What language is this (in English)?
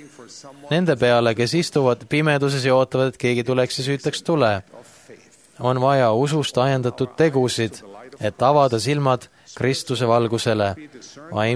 Estonian